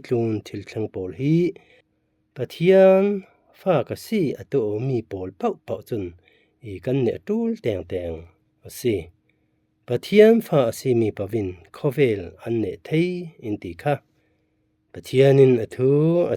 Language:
Falam Chin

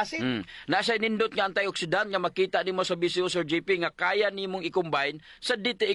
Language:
Cebuano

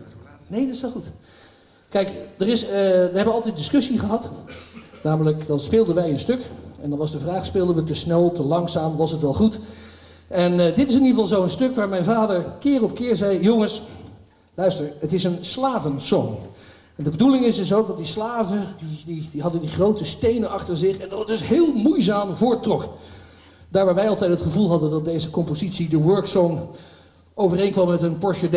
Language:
Dutch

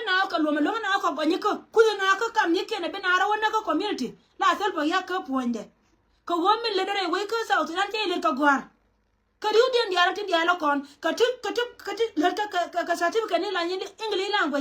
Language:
Nuer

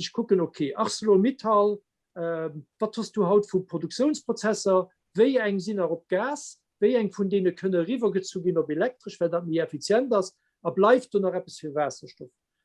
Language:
Luxembourgish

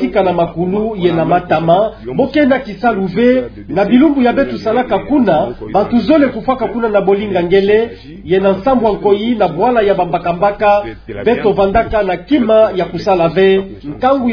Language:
Kituba (Democratic Republic of Congo)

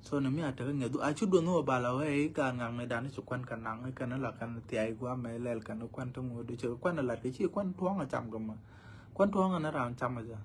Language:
Nuer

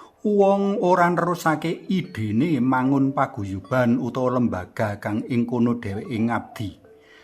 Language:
Javanese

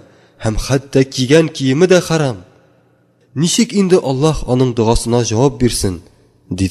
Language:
Tatar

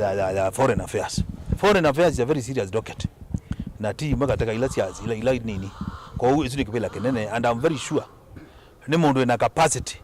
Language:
Kamba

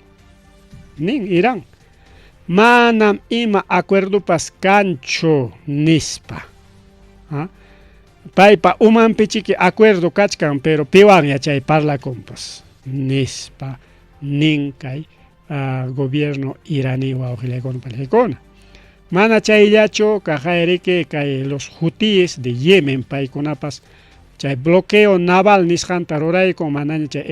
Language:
Ayacucho Quechua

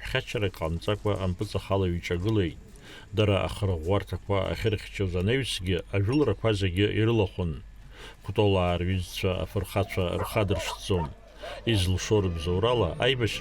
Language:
Abkhazian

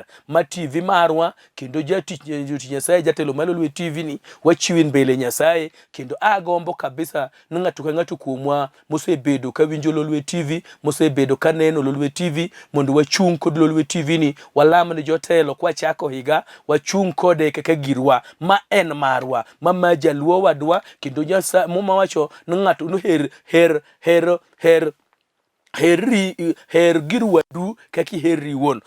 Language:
Luo (Kenya and Tanzania)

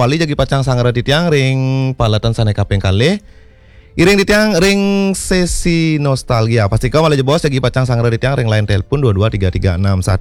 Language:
Balinese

